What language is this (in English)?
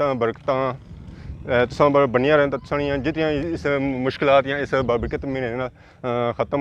Pahari-Potwari